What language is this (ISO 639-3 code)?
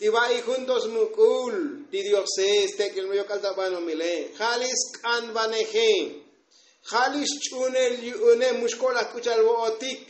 tzo